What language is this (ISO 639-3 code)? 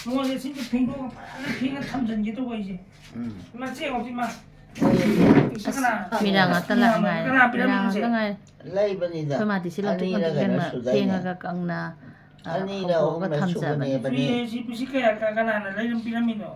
mni